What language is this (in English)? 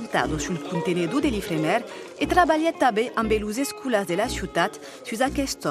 Occitan